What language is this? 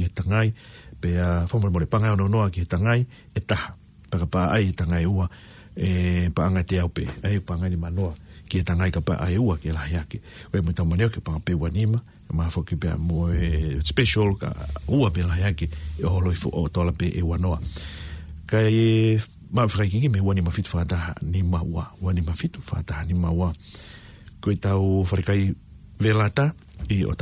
Tongan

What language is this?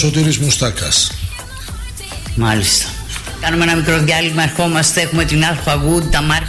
Greek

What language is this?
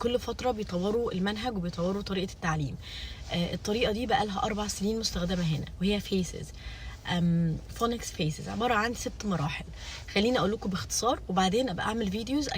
Egyptian Arabic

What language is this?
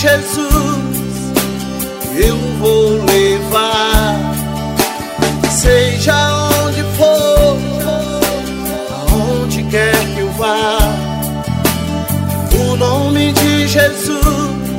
Portuguese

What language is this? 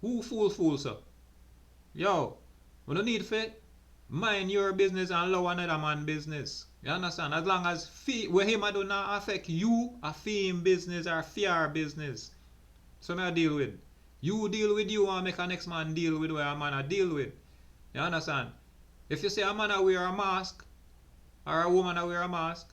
Jamaican Creole English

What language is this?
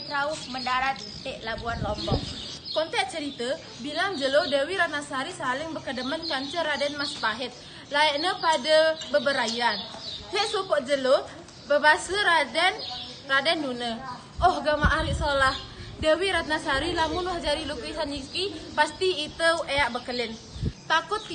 Sasak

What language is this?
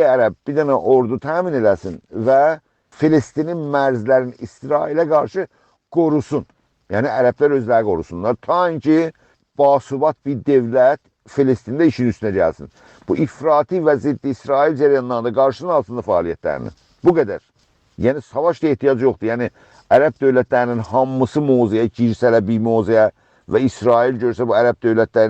South Azerbaijani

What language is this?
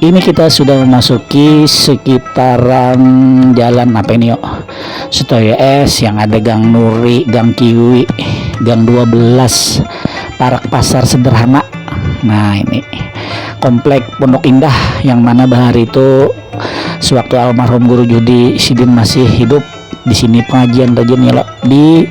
Banjar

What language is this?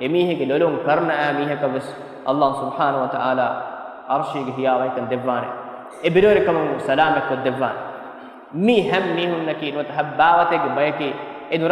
Divehi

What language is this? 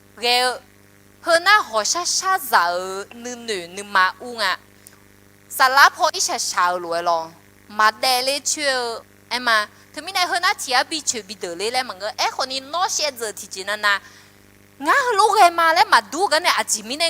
Akha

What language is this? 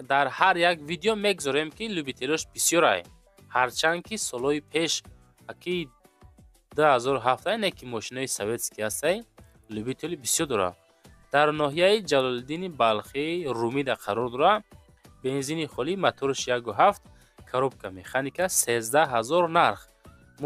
Tajik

